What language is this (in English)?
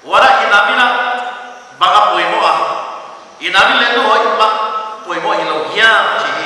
Paite Chin